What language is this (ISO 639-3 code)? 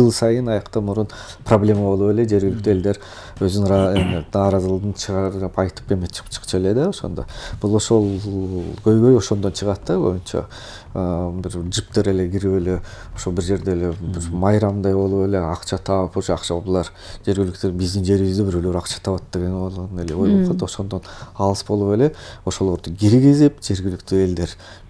kir